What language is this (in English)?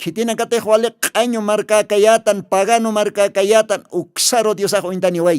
Aymara